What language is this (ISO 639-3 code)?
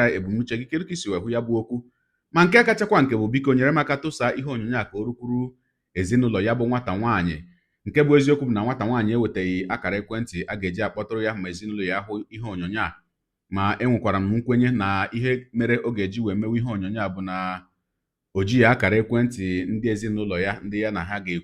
ibo